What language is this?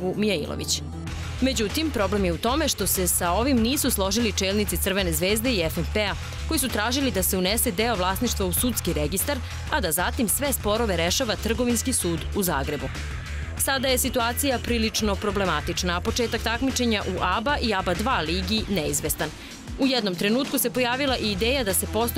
Serbian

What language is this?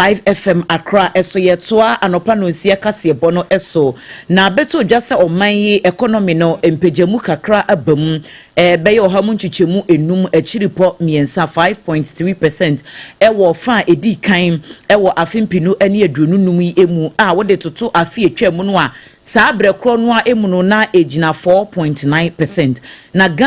Akan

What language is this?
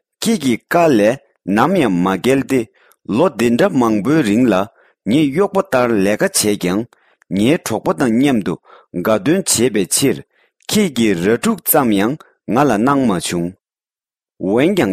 Tibetan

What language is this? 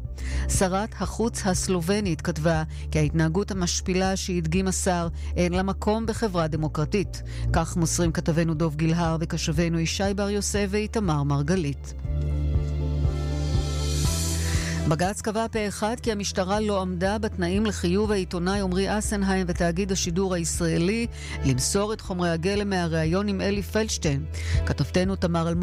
Hebrew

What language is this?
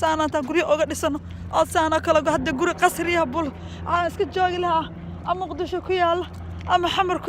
Somali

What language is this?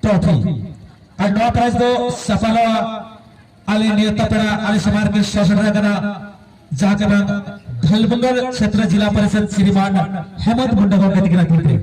Santali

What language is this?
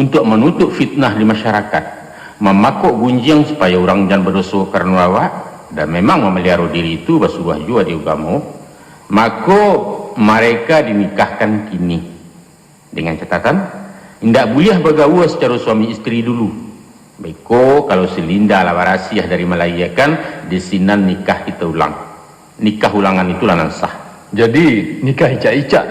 Minangkabau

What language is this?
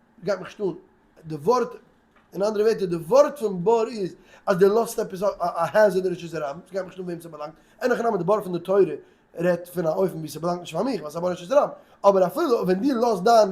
Yiddish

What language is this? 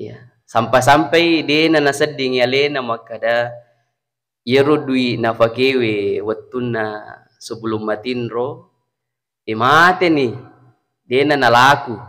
Buginese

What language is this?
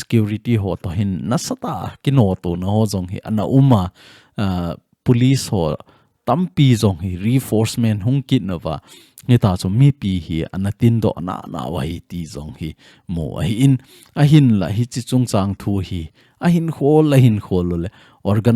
Thado Chin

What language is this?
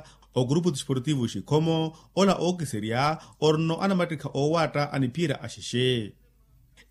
Makhuwa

